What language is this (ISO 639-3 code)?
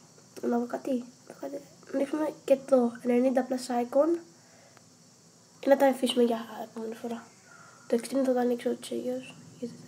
ell